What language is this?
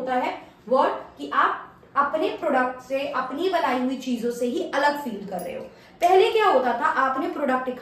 Hindi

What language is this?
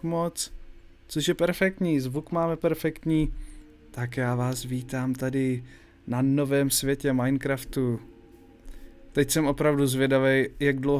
Czech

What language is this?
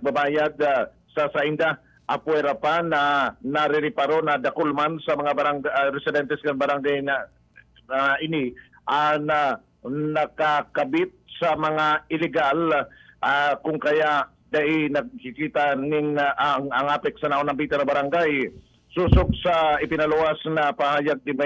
Bikol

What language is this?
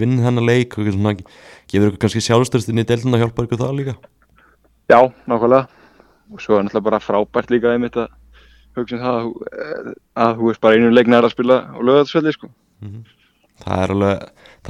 Icelandic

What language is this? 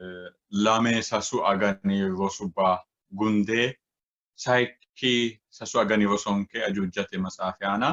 Sidamo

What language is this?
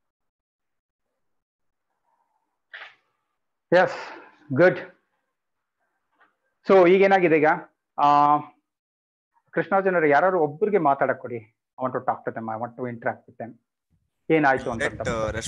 Kannada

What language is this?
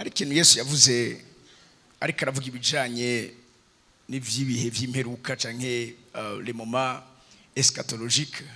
Rundi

